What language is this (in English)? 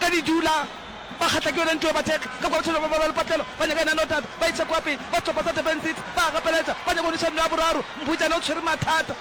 Northern Sotho